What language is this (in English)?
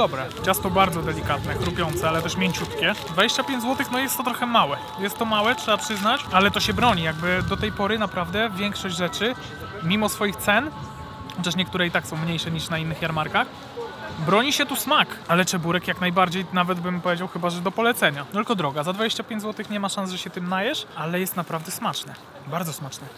Polish